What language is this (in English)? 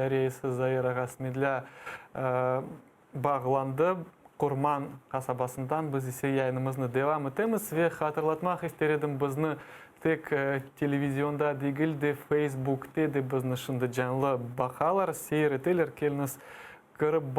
Crimean Tatar